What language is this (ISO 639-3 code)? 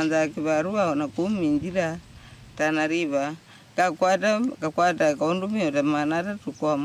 kam